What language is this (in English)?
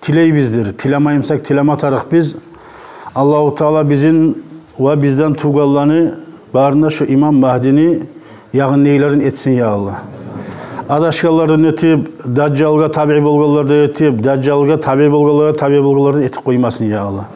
Kumyk